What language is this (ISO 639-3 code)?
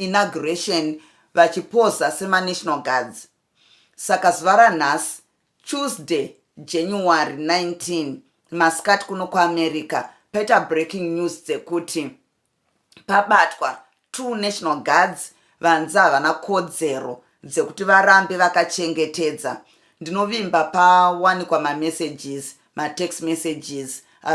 sna